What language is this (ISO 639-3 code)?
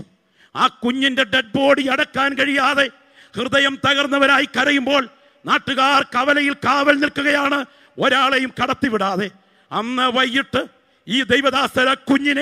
mal